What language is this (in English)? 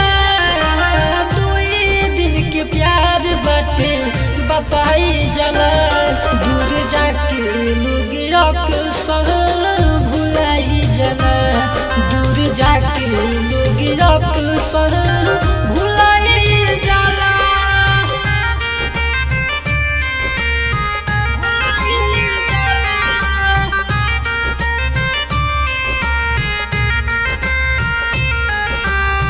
Bhojpuri